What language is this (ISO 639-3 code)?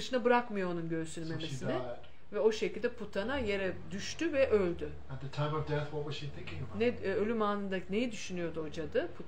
tur